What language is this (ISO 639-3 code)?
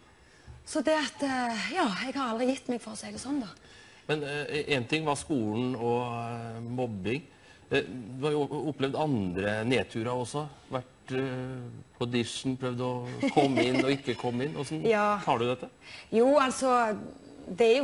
nor